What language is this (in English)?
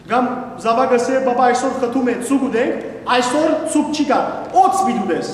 Western Armenian